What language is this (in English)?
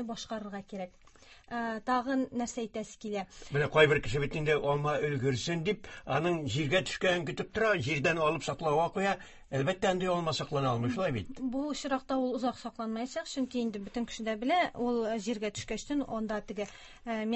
Tatar